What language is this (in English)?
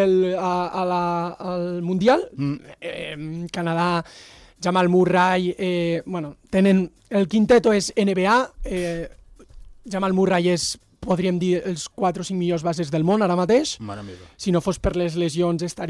Catalan